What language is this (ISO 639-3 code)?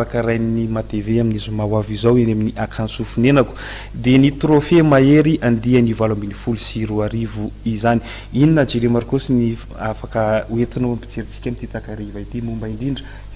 mlg